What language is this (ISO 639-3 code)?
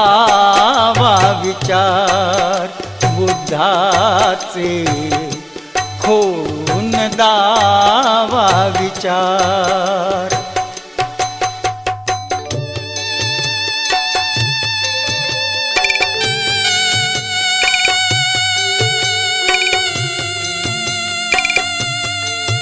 mar